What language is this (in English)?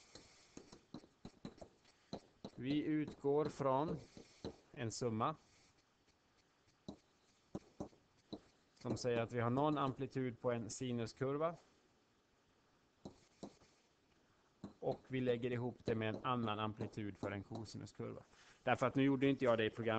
Swedish